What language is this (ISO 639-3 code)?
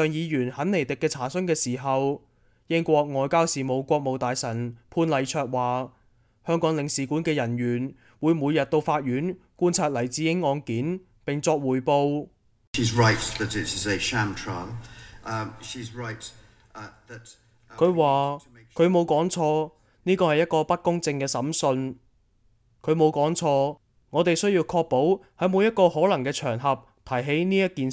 yue